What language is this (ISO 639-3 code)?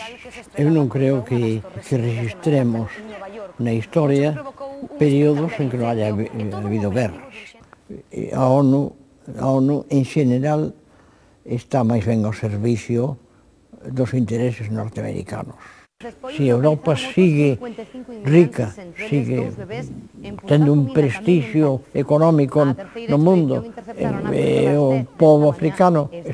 glg